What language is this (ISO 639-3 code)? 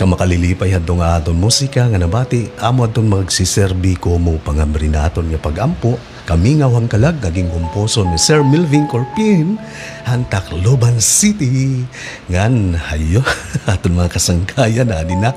war